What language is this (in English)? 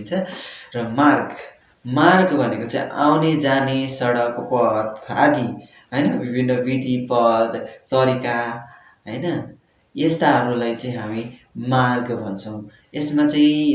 Nepali